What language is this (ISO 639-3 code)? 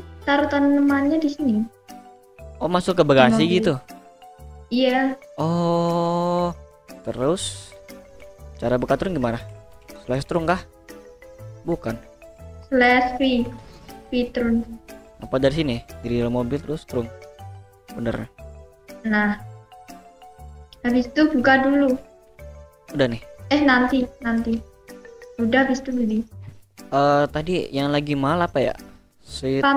ind